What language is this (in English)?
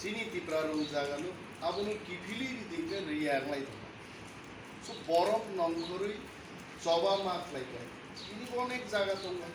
Kok Borok